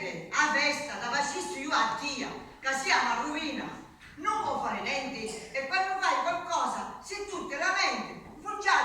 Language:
Sicilian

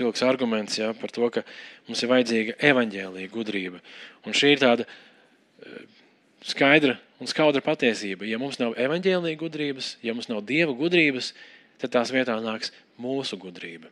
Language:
Latvian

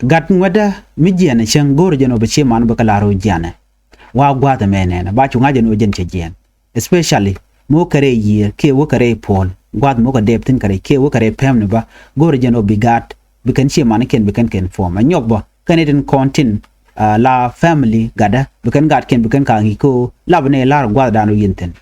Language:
Nuer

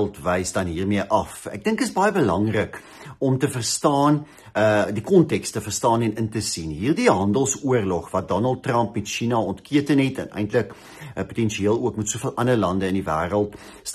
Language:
Afrikaans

